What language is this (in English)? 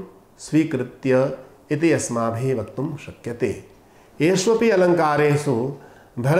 Sanskrit